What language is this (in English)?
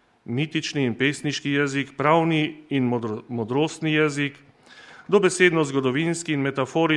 Slovenian